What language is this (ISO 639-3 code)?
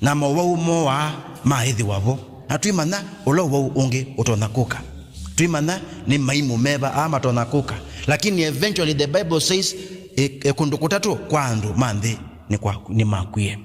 kam